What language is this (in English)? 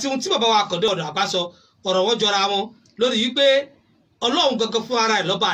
Yoruba